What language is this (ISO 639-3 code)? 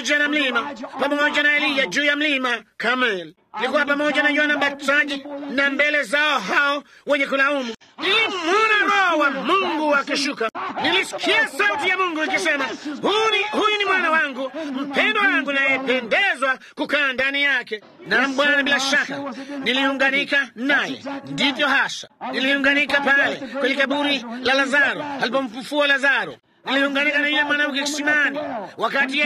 swa